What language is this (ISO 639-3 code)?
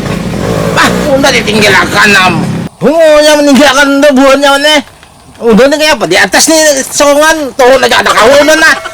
bjn